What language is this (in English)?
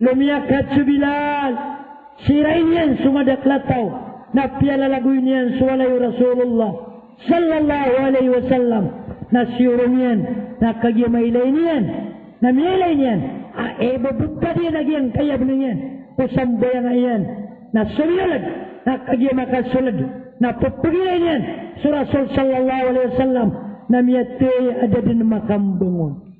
Maranao